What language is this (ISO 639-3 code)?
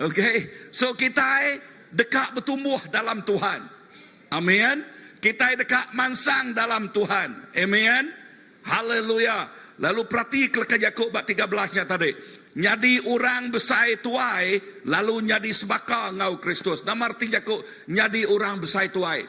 iba